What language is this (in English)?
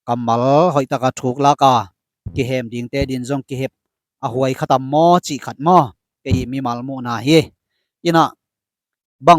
Tedim Chin